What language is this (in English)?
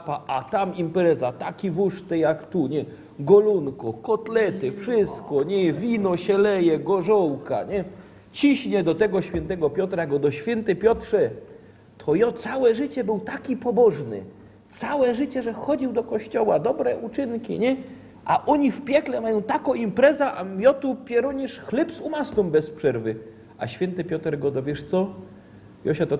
Silesian